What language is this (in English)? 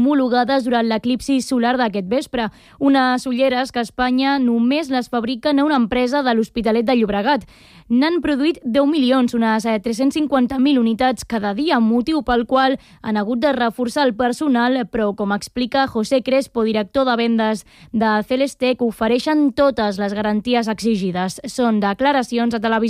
Catalan